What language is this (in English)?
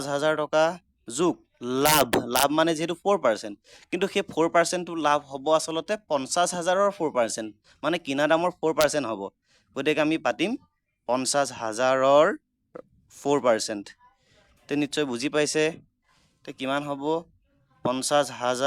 Assamese